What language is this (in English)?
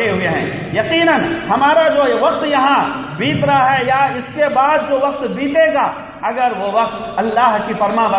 Urdu